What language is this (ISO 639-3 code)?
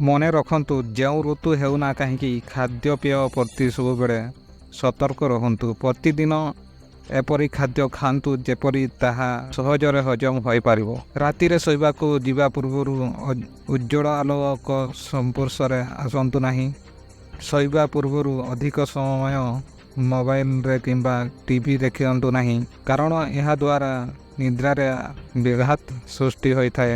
ori